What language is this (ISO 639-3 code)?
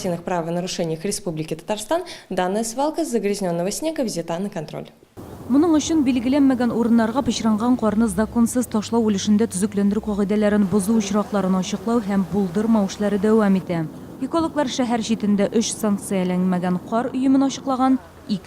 tat